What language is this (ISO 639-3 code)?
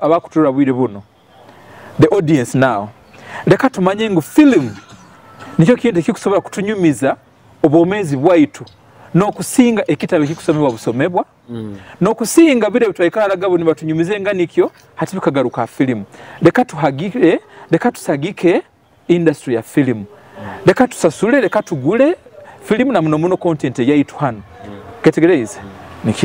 nyo